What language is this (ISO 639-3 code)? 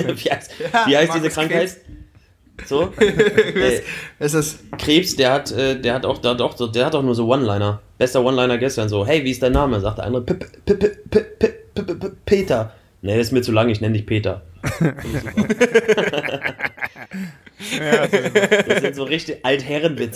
deu